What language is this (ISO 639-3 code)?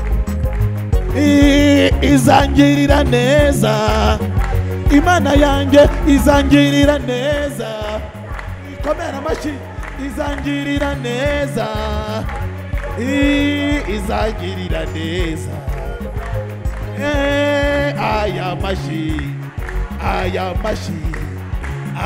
kin